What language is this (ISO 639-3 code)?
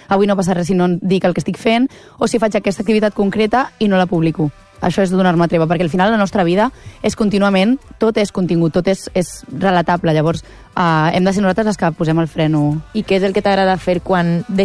cat